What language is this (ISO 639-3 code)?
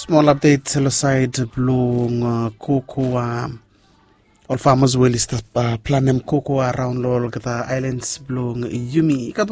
bis